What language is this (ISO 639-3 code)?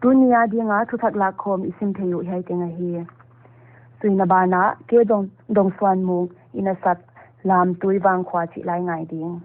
pck